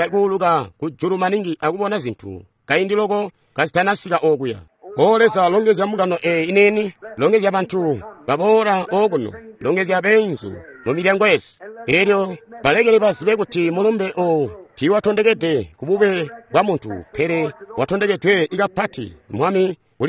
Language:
Tonga (Zambia)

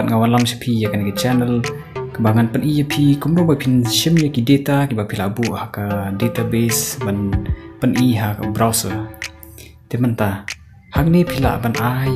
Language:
Khasi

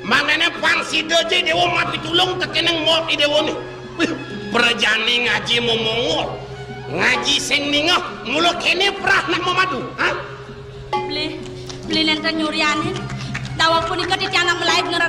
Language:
Balinese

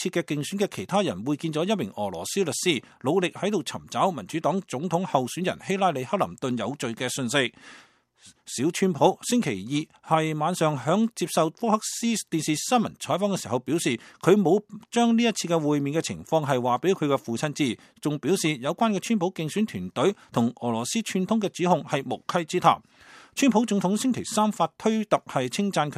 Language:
Cantonese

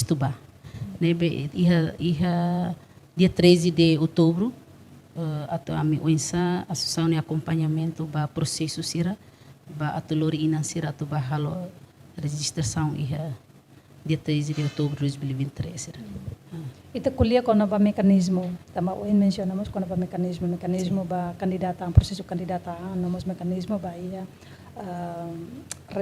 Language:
Tetum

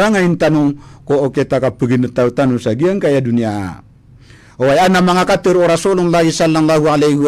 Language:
Maranao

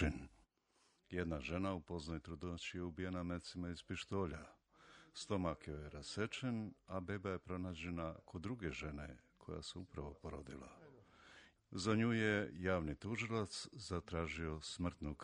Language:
Serbian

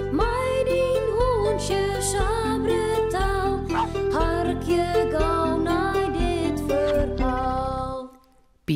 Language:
Western Frisian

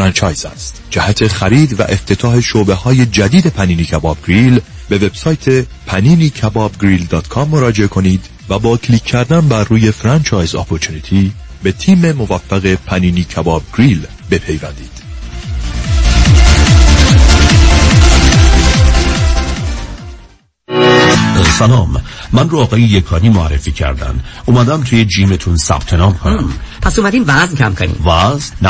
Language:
Persian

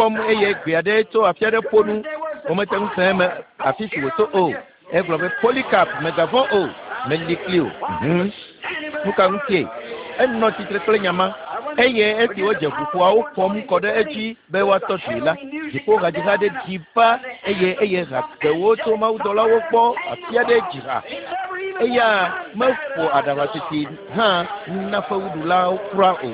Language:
Ewe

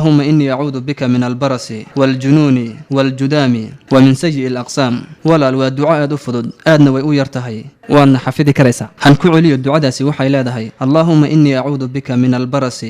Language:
Somali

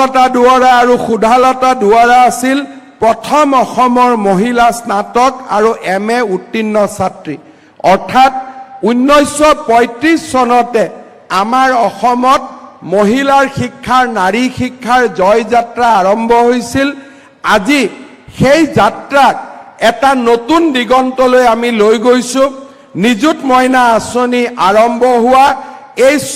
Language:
Assamese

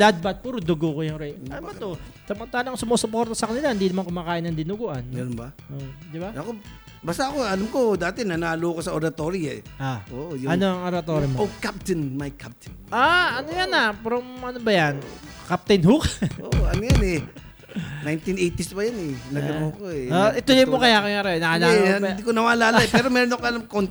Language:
Filipino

